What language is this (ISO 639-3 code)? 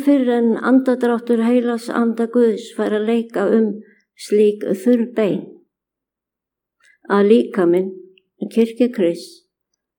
isl